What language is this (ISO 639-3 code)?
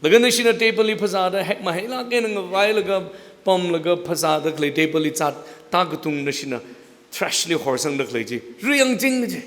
nmf